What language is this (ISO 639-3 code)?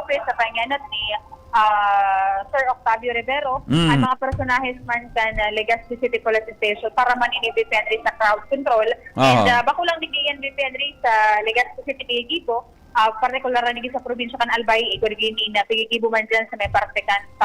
bik